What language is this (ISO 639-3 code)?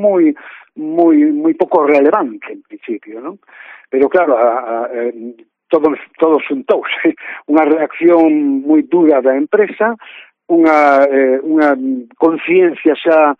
glg